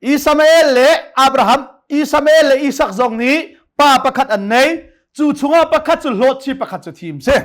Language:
Hakha Chin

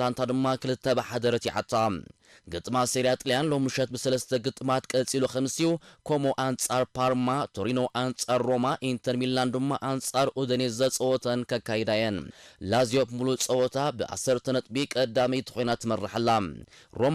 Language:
Tigrinya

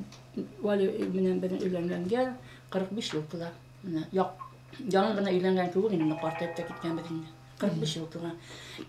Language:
Bashkir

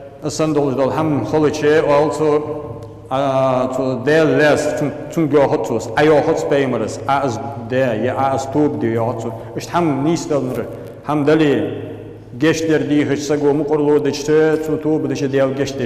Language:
Ingush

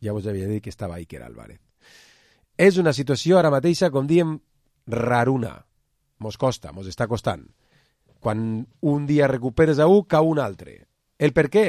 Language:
Catalan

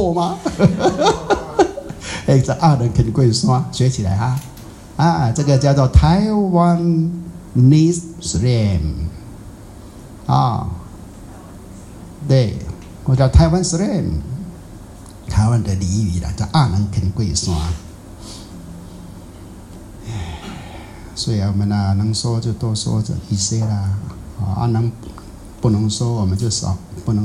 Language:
Chinese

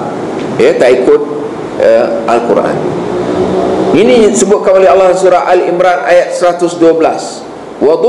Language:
Malay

